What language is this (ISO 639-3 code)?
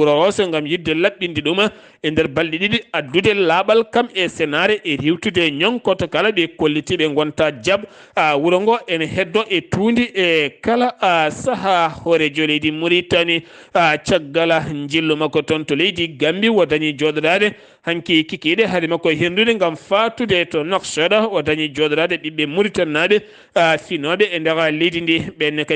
ful